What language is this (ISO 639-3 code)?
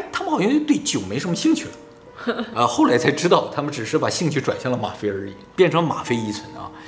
zho